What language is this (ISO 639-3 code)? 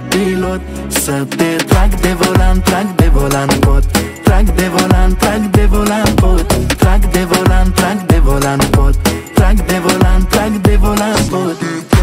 ron